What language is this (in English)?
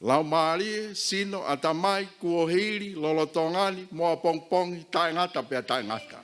Tongan